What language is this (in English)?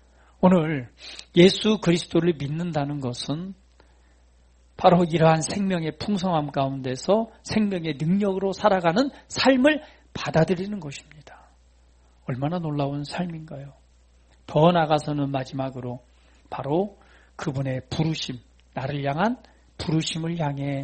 Korean